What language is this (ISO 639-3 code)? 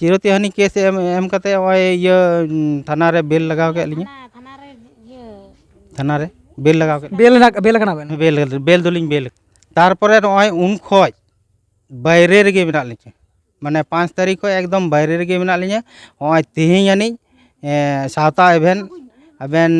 sat